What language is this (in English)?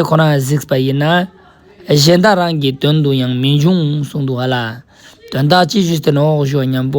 Ladakhi